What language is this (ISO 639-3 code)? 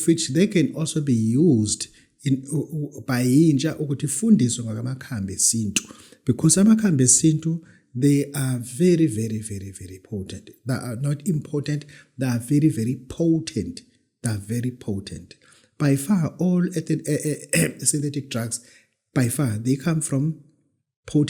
zul